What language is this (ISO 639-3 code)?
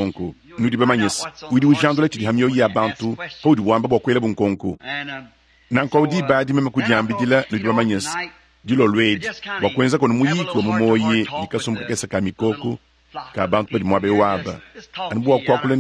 lua